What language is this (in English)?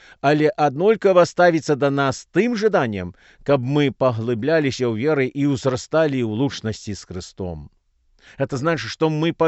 Belarusian